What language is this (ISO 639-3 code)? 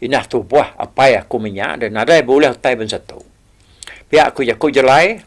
iba